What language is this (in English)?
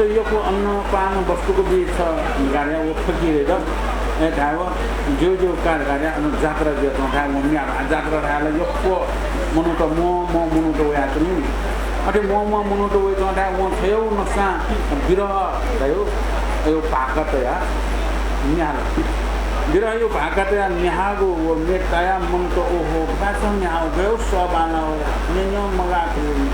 Newari